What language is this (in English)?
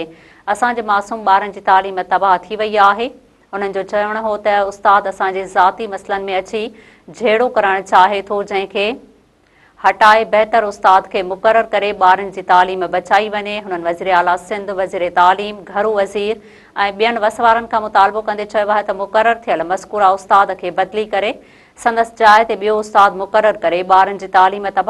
Sindhi